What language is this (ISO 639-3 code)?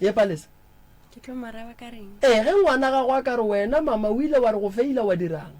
nso